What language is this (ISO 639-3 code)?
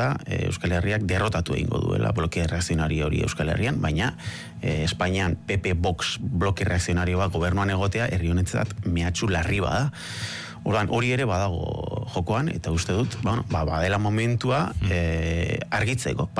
eus